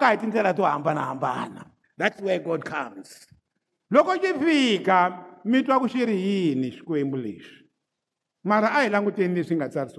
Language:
Tsonga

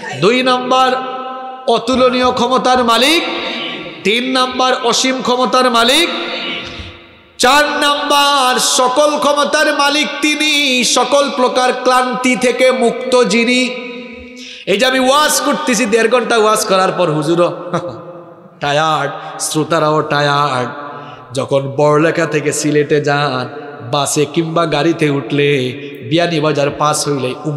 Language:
Bangla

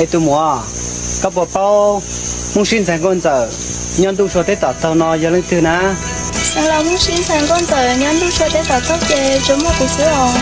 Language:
Hmong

